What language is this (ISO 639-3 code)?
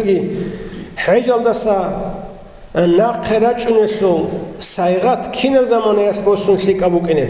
ava